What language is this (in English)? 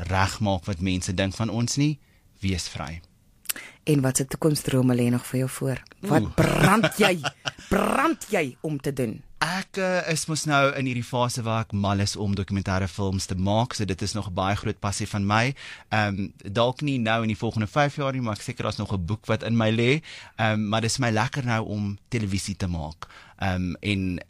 Afrikaans